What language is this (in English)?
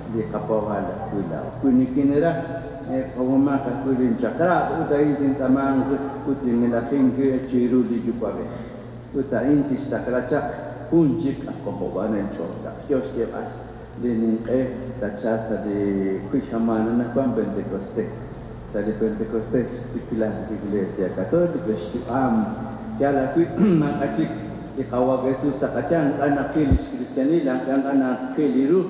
Kekchí